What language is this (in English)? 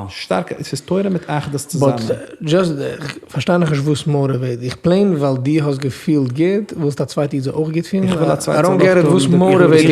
Yiddish